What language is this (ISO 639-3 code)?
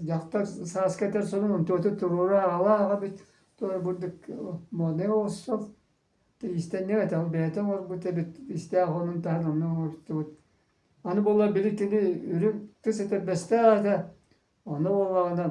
sah